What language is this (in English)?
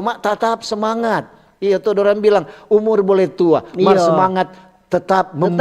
Manado Malay